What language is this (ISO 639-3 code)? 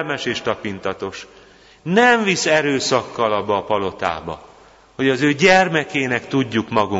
hun